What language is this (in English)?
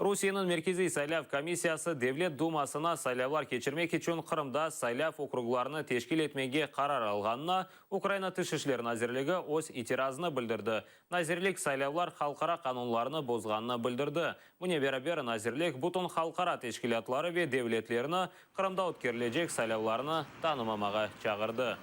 Crimean Tatar